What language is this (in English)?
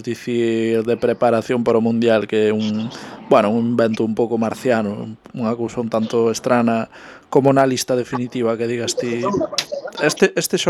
Galician